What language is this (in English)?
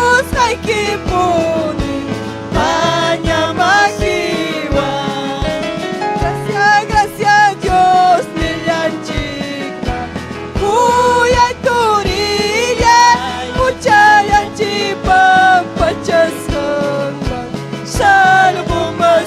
Ayacucho Quechua